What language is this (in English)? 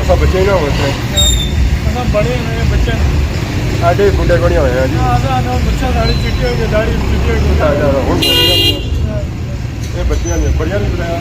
Pahari-Potwari